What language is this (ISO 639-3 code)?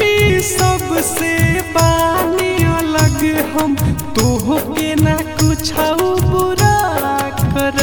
bho